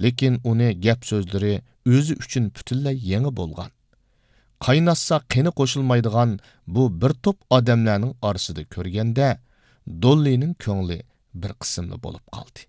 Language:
Uyghur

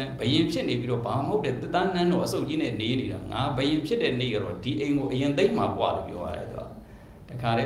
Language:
Burmese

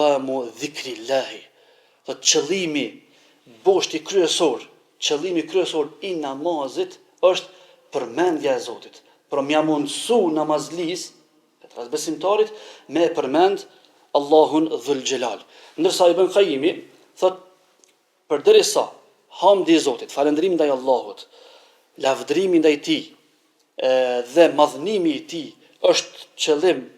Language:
Albanian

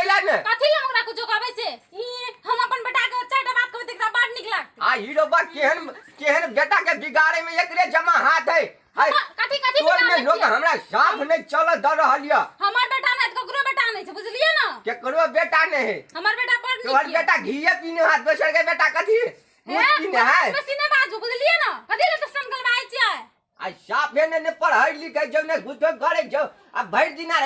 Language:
Maithili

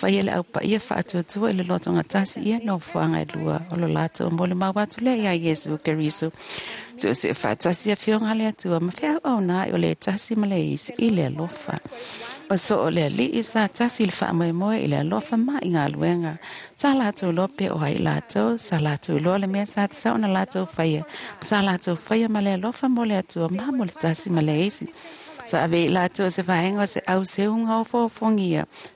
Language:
Samoan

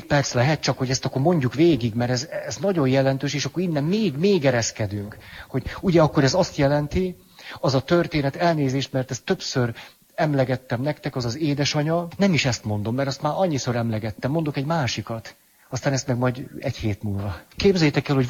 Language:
Hungarian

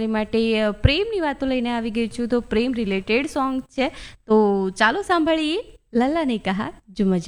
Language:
Gujarati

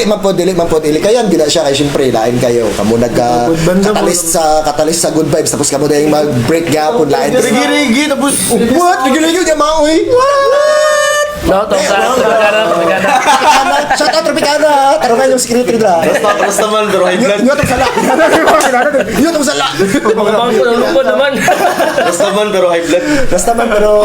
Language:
Cebuano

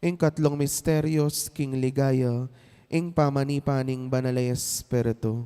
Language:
Pampanga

